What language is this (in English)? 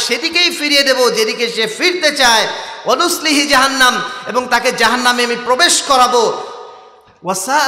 Bangla